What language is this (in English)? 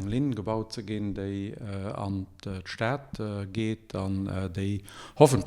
Luxembourgish